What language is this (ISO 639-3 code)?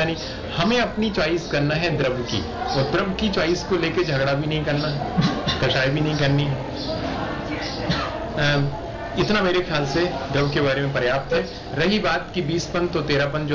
hin